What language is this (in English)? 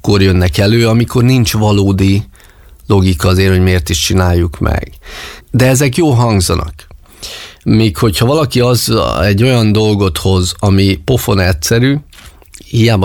Hungarian